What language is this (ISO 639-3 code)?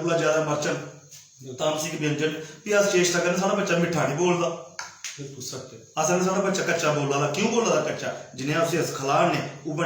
doi